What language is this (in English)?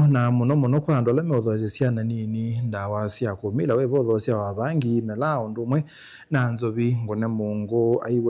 Kamba